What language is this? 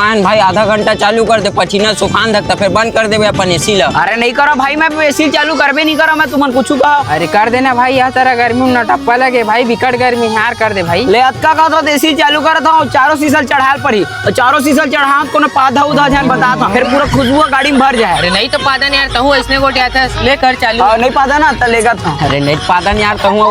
Chhattisgarhi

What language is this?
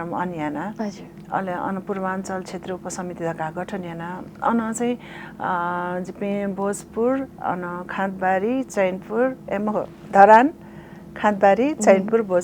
Newari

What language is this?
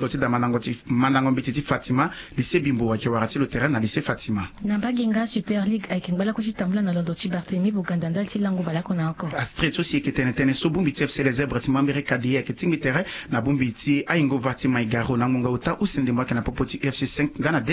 Sango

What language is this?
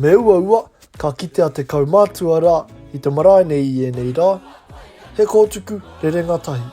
Māori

